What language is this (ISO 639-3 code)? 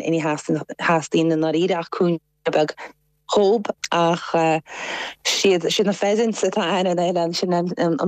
gle